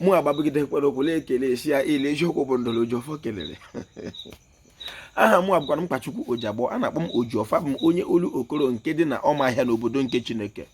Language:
Igbo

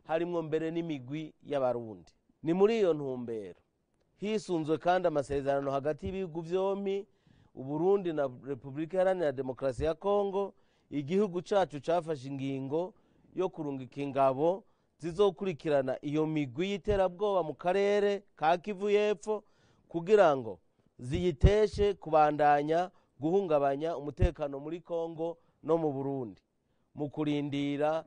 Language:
Rundi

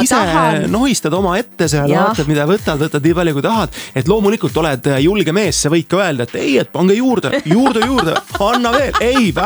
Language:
Estonian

